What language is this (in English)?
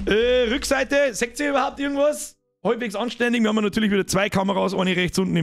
Bavarian